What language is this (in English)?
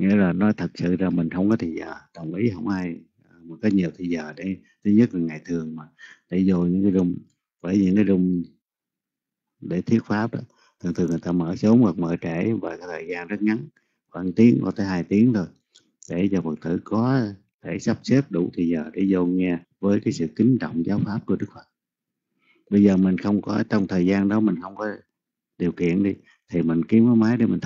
Vietnamese